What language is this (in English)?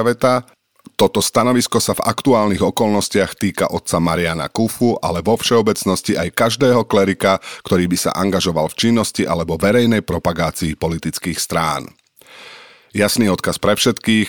Slovak